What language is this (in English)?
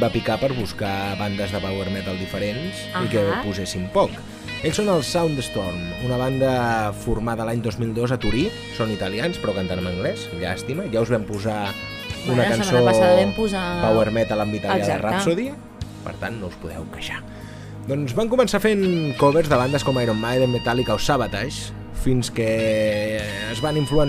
Catalan